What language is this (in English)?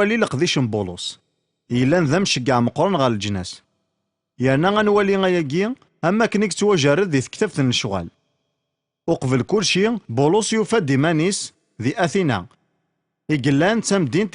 Kabyle